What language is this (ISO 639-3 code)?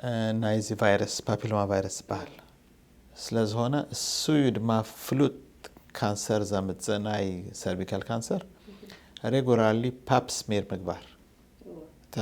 tir